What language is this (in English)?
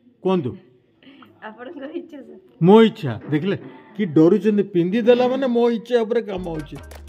Odia